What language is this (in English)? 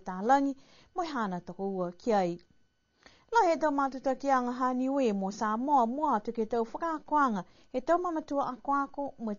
Niuean